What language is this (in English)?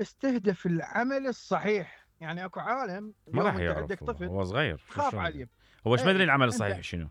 Mesopotamian Arabic